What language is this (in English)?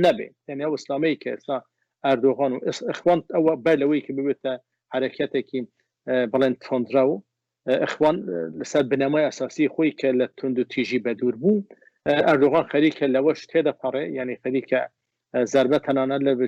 Central Kurdish